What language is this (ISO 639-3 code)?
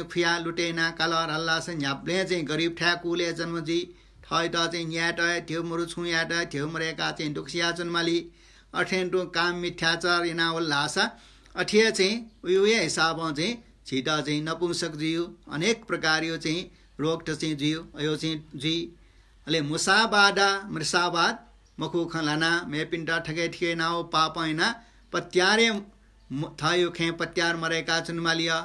new